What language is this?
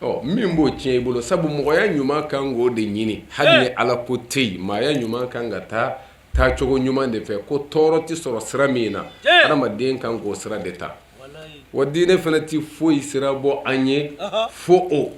Bambara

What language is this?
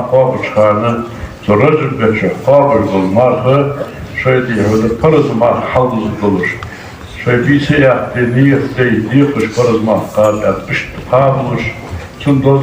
Ingush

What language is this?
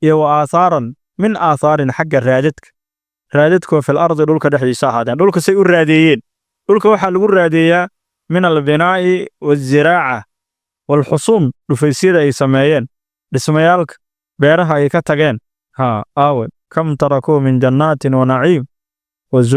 Somali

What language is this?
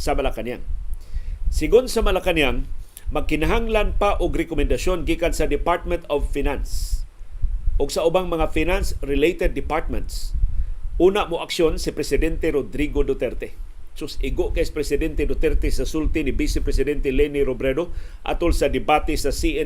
Cebuano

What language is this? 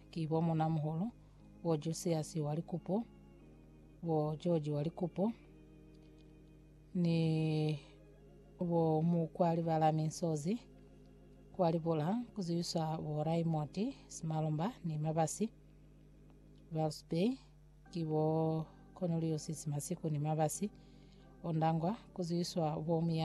Lozi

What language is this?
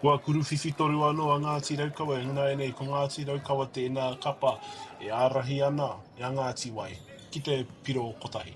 Māori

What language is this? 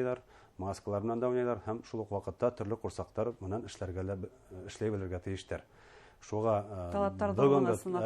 Bashkir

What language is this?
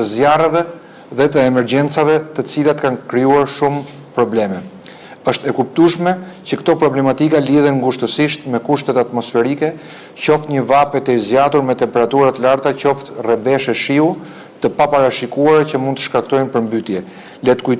Albanian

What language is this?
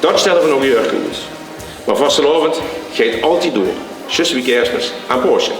Limburgish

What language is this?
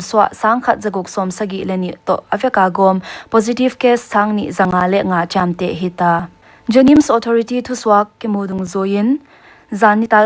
Paite Chin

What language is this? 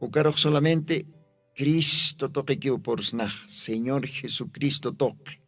Aymara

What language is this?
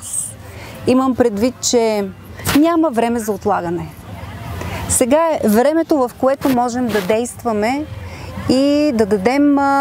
Bulgarian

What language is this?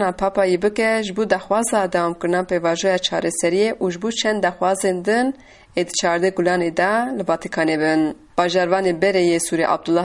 Kurdish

